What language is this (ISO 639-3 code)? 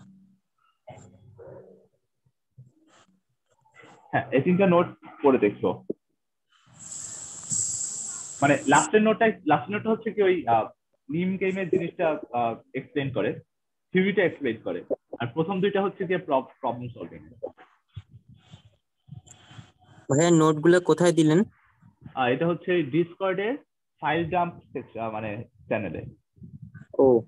ben